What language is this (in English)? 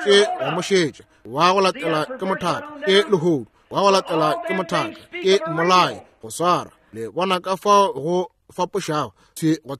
Northern Sotho